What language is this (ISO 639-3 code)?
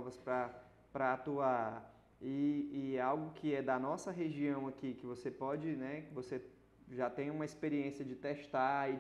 por